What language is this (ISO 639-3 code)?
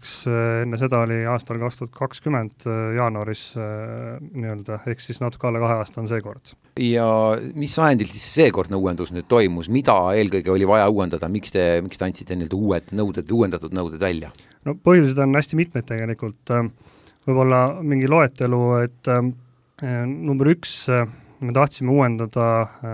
est